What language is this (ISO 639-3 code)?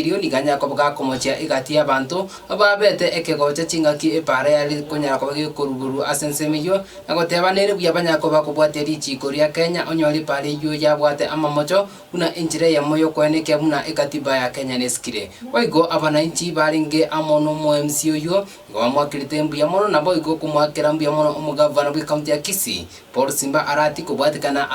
guz